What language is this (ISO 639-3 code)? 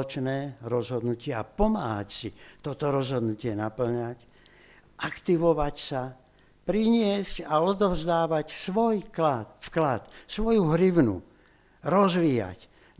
slk